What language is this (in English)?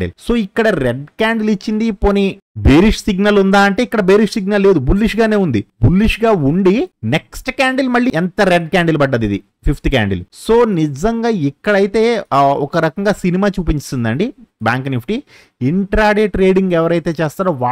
Telugu